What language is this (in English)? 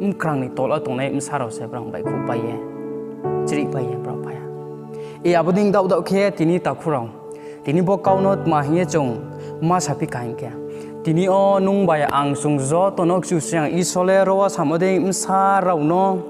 Riang (India)